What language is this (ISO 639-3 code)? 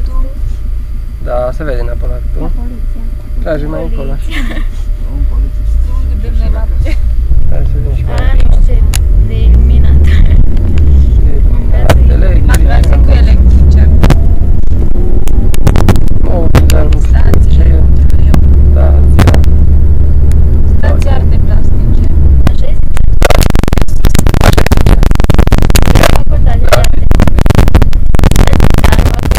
ron